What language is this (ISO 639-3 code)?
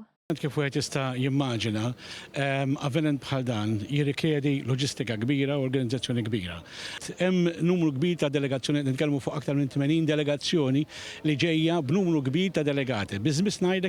mlt